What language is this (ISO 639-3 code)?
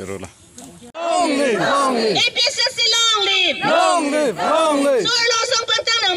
mjw